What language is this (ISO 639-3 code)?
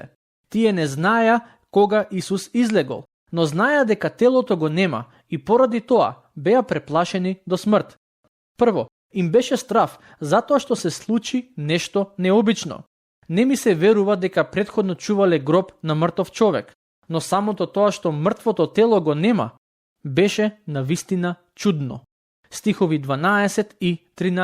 mkd